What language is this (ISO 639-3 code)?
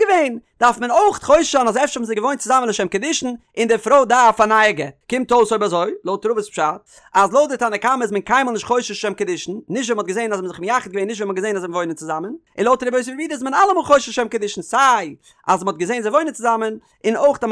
yid